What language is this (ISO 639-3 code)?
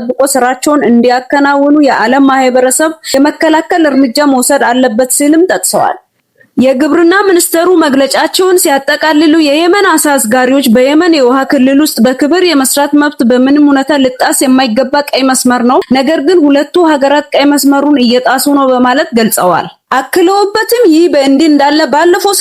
amh